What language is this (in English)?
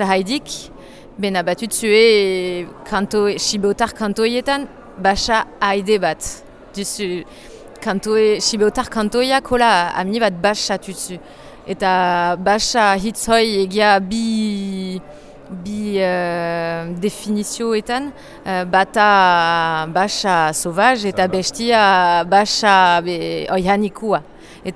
Basque